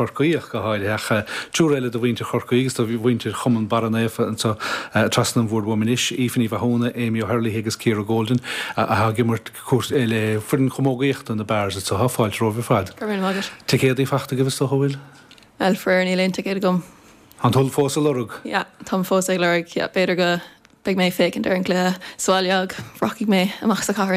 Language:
Irish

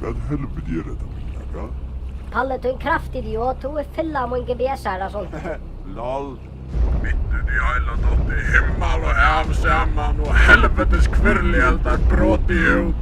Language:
Faroese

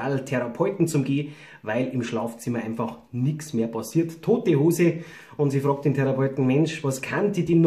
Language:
Bavarian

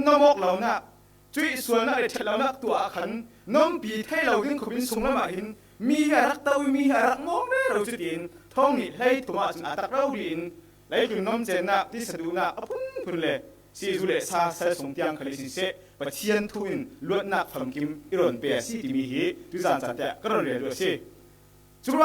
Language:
Falam Chin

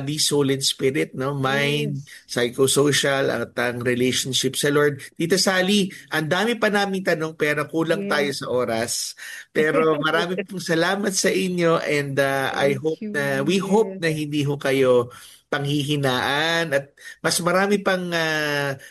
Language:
Filipino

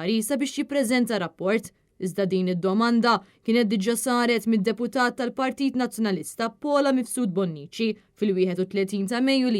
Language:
Maltese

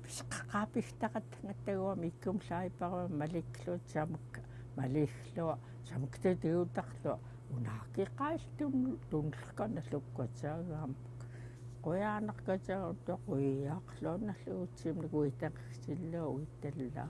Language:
Central Yupik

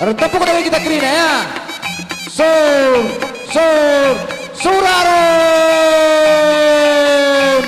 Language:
Batak Karo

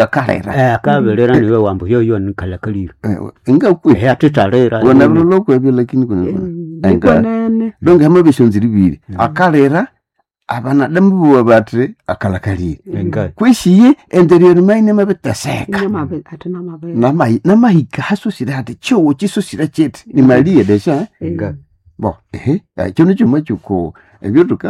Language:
Nande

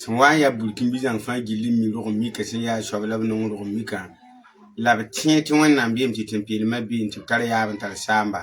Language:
Mossi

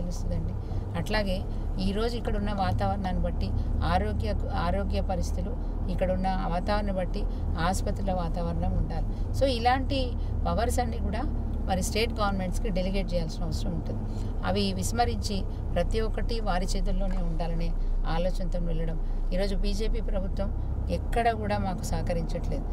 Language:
Telugu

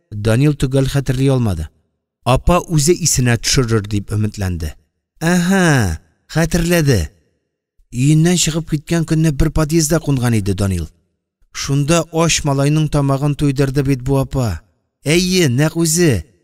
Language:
Tatar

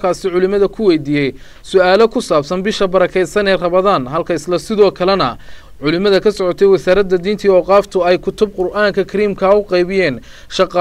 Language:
Somali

